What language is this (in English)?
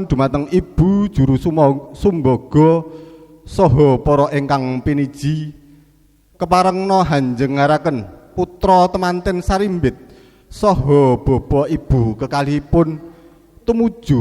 Javanese